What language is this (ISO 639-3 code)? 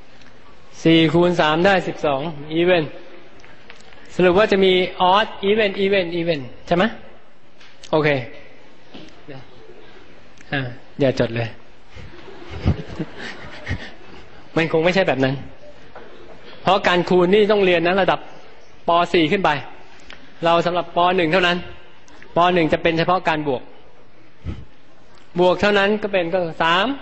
tha